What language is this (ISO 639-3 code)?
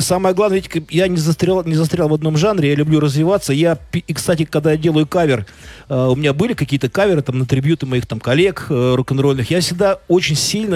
rus